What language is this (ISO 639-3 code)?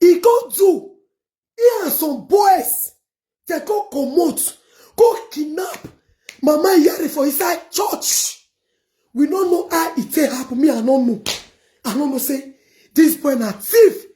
pcm